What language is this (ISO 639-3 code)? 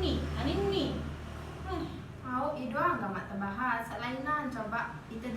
sas